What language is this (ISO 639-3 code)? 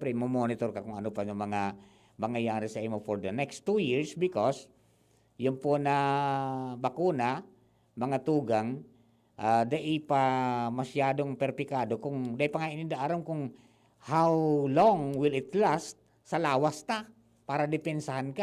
bik